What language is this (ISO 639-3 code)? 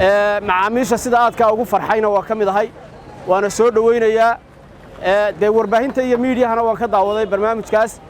som